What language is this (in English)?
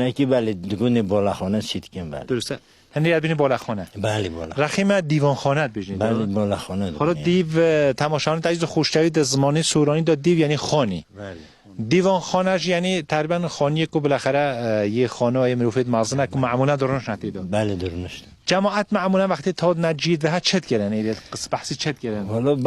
Kurdish